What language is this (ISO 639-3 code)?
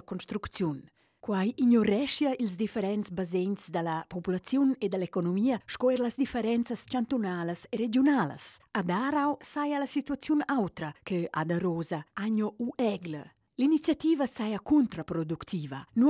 roh